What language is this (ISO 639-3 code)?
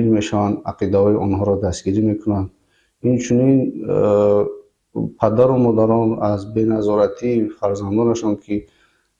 tgk